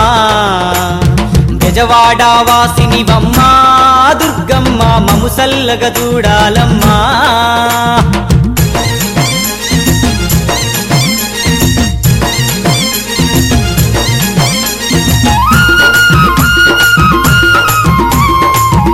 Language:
Telugu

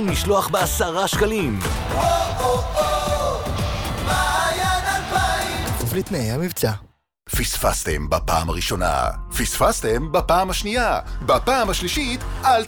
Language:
Hebrew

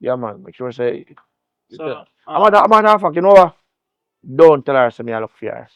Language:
Jamaican Creole English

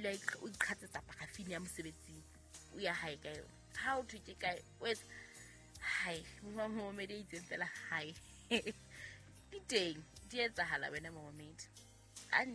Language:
Southern Sotho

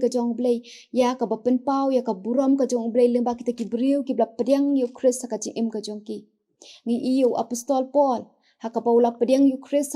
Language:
Khasi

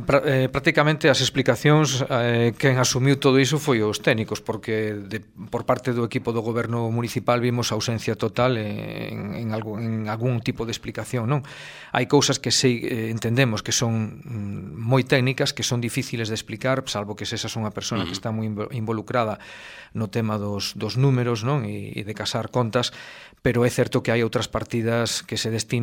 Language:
Galician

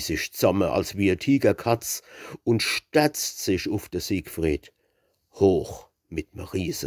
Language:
Palatine German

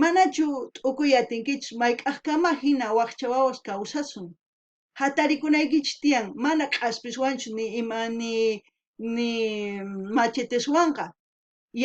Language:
South Bolivian Quechua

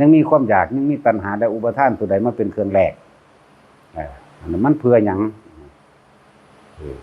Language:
Northeastern Thai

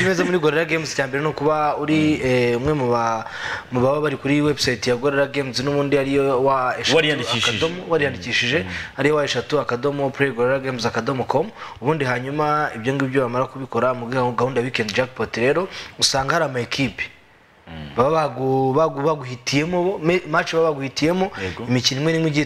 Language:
Kinyarwanda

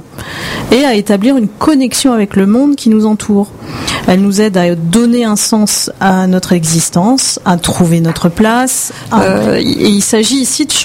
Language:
French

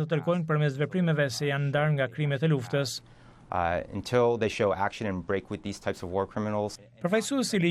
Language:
Albanian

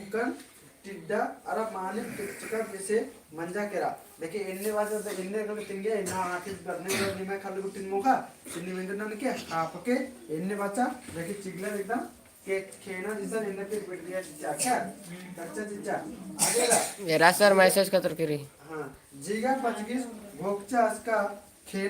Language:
Kurukh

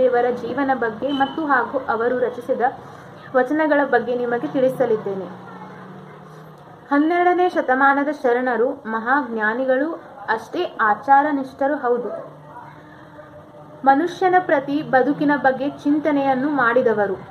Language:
Kannada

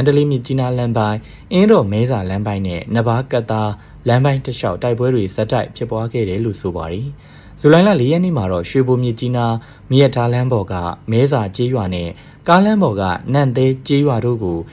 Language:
Burmese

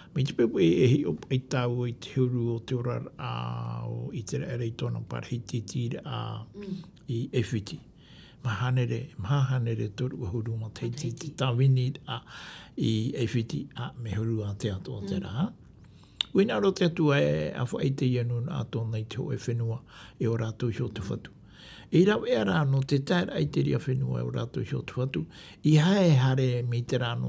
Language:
Tahitian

